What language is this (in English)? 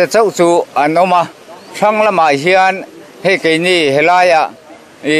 Mizo